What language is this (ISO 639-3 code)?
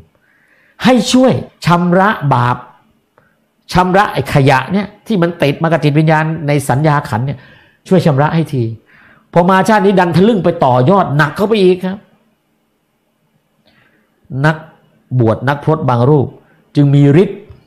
tha